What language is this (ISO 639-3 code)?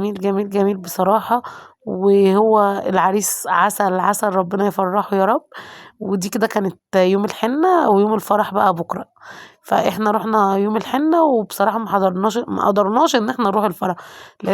arz